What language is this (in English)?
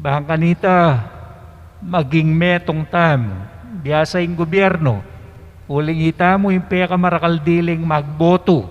Pampanga